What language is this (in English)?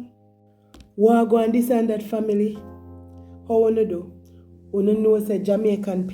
Jamaican Creole English